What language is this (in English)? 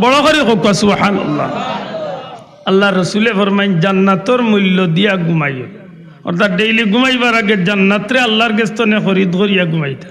Sylheti